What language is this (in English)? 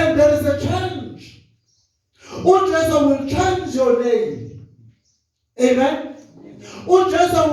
Zulu